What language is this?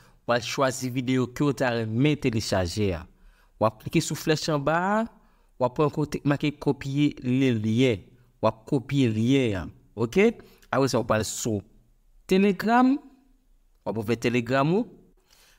Haitian Creole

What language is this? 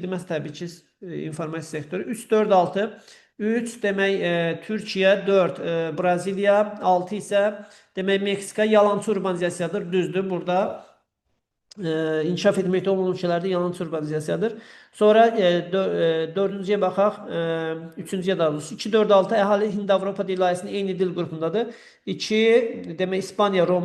Azerbaijani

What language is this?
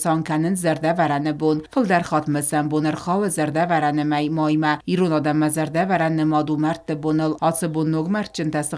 Ossetic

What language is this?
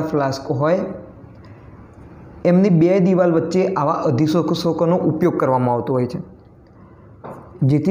Gujarati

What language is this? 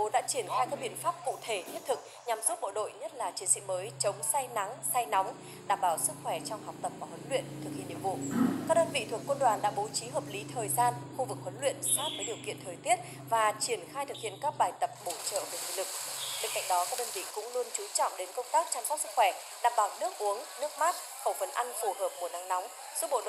Vietnamese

